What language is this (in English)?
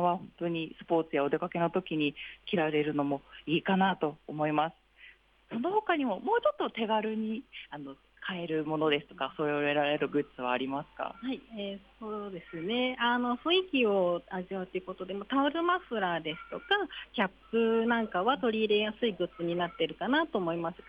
Japanese